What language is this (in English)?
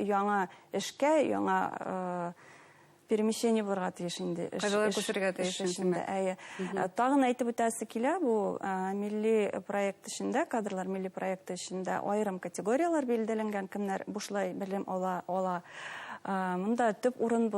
Bashkir